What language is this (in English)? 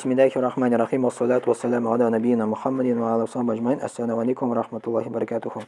Tatar